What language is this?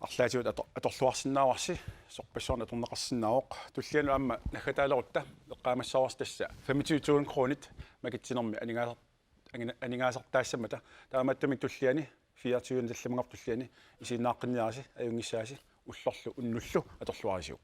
Kalaallisut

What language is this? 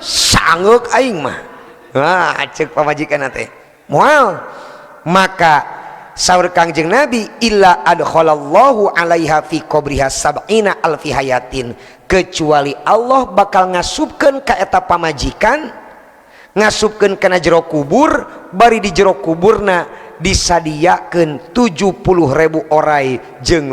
Sundanese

